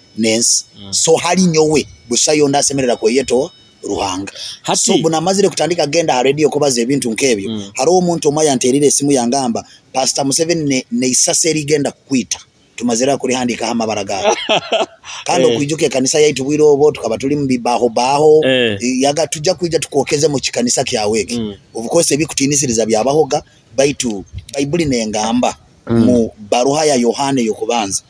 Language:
Nyoro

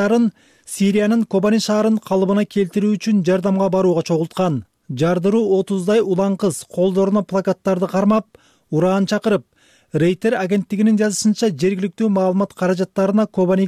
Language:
Kyrgyz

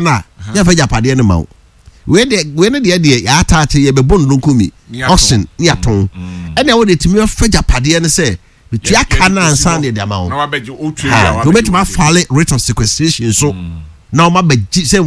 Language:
Akan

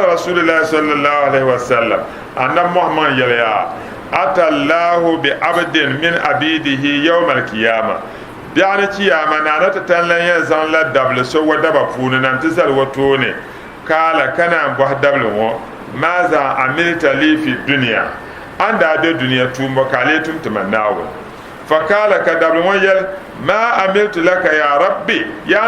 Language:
Dagbani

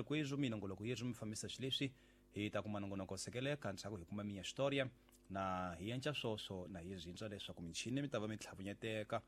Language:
Tsonga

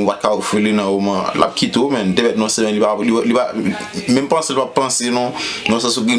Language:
Haitian Creole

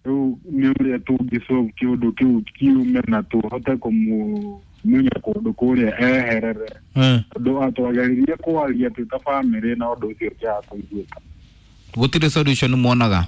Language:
Kikuyu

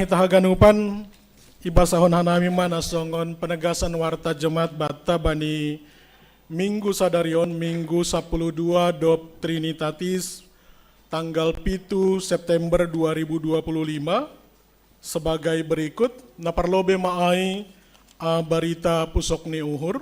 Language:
Batak Simalungun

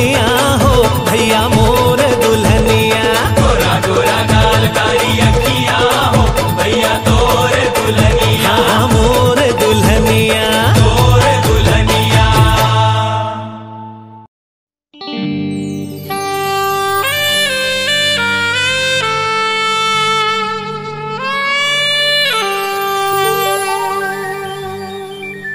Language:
Chhattisgarhi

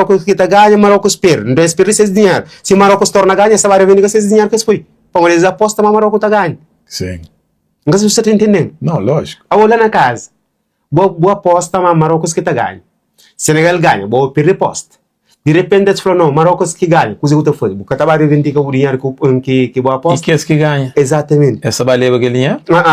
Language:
Kabuverdianu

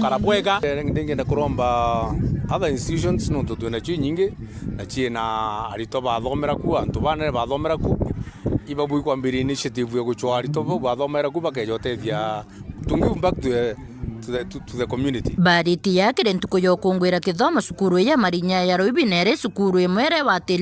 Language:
Meru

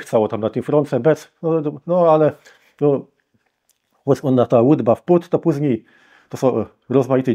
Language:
Kashubian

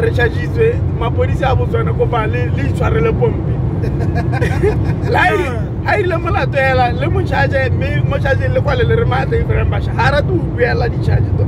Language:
Tswana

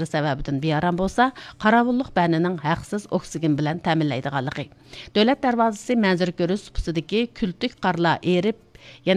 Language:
Uyghur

